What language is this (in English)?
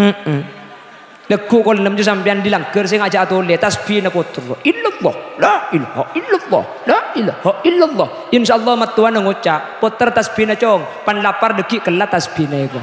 Madurese